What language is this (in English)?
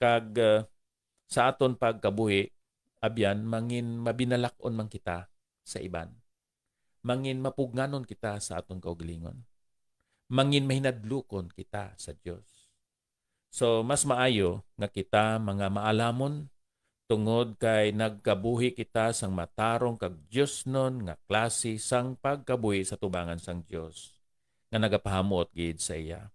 Hiligaynon